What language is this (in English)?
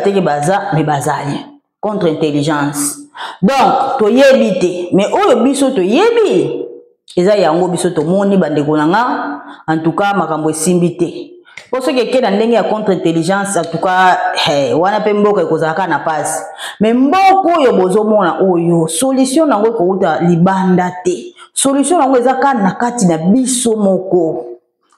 Lingala